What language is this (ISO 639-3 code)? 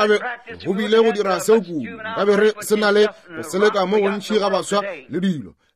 nso